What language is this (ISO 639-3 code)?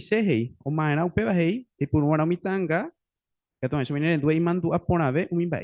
grn